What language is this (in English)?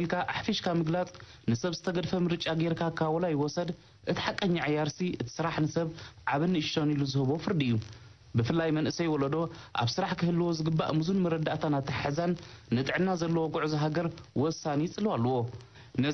Tigrinya